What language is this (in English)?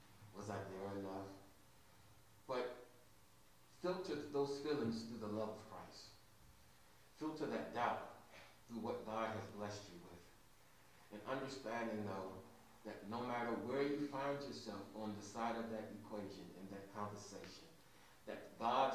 English